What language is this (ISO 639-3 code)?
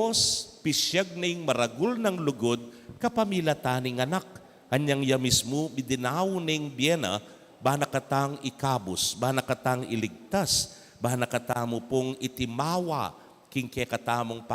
pam